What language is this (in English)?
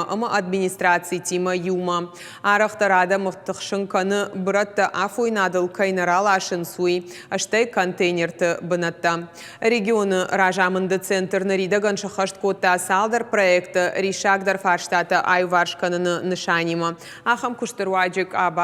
Ossetic